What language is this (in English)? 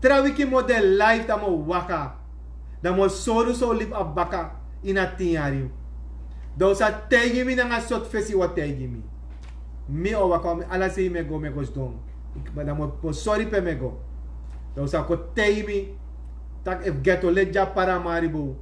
Sranan Tongo